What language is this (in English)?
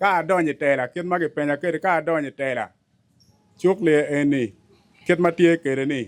Acoli